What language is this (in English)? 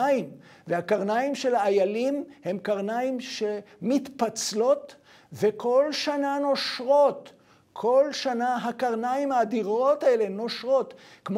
Hebrew